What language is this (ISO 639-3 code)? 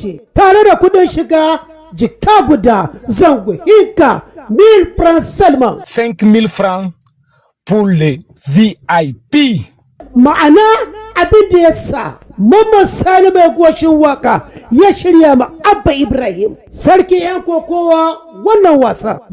hau